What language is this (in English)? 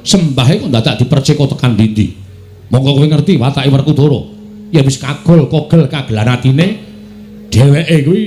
Javanese